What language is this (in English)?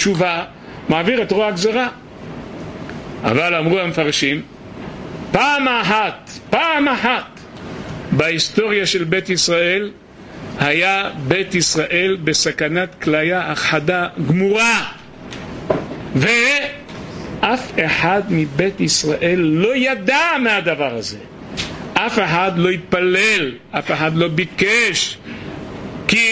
Hebrew